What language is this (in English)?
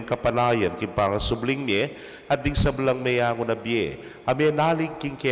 Pampanga